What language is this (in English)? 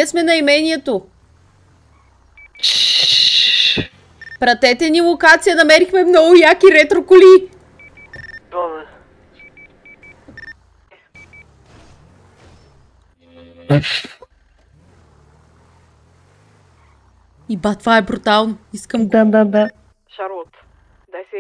Bulgarian